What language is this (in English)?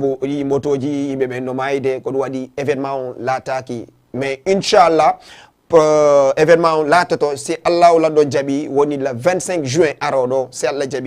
Fula